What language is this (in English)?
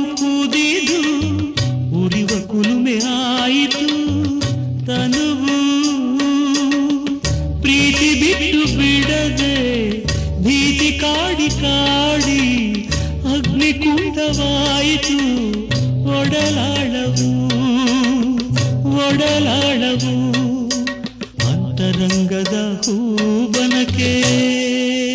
Kannada